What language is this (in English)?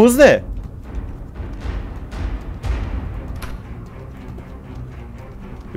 Turkish